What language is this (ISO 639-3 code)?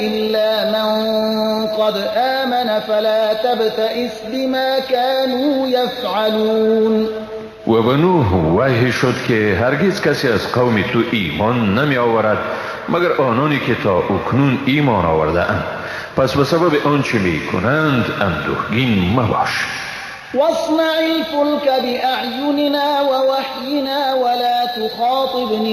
fas